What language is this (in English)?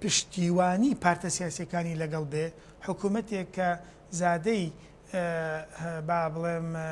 Central Kurdish